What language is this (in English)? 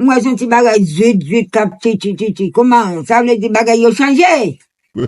Haitian Creole